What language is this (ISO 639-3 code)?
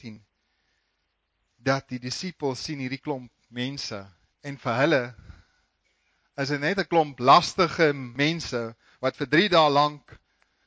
afr